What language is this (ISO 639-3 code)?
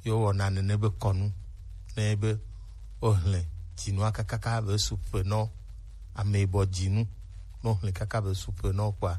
gej